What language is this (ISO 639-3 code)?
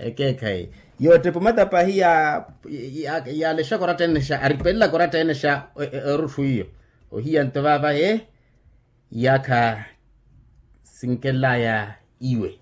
vmw